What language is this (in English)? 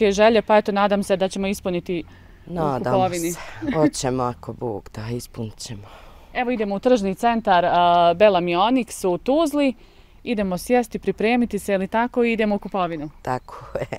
Bosnian